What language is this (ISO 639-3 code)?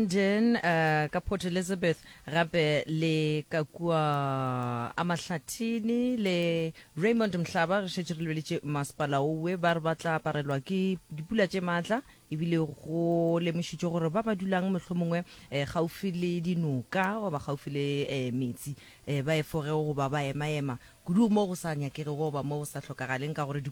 nso